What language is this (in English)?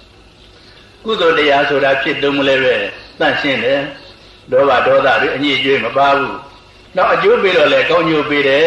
Burmese